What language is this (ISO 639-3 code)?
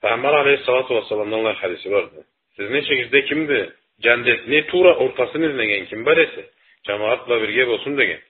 krc